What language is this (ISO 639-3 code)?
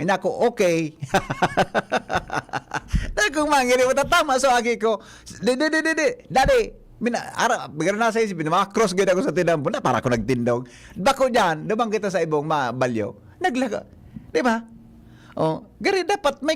bik